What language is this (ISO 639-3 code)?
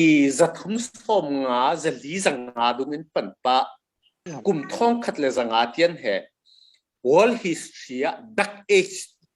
cfm